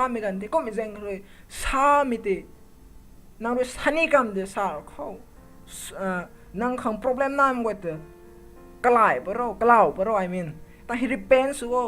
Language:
Rongmei Naga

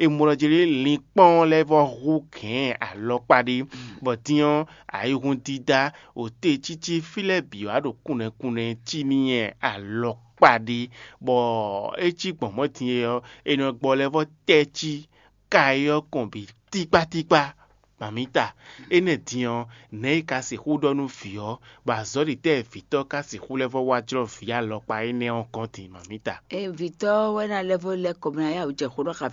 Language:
Fon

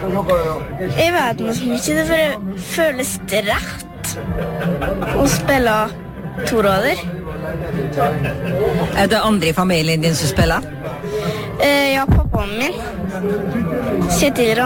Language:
Norwegian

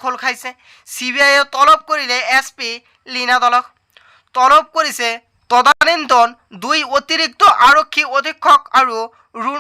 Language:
Assamese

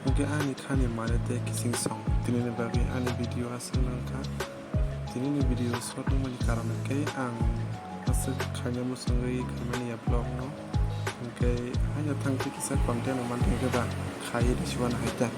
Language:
Kok Borok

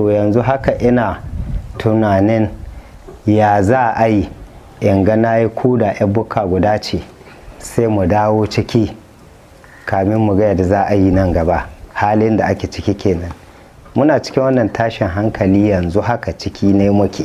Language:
Hausa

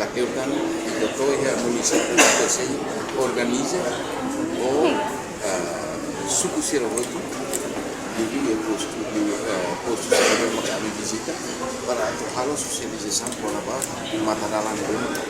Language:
Tetum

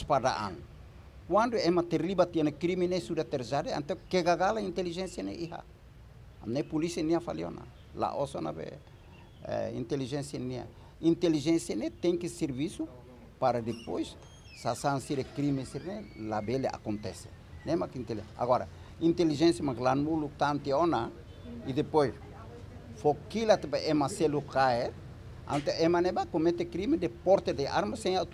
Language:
Tetum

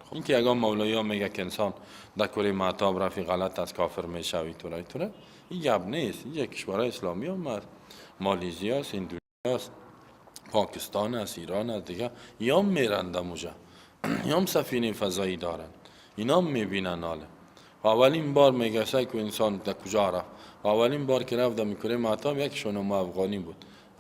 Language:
Persian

